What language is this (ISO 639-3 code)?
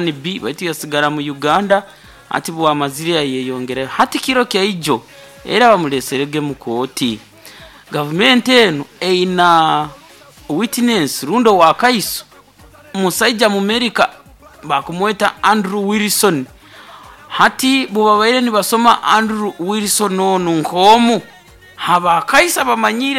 nyo